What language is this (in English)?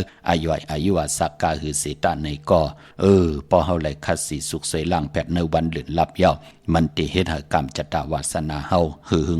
Shan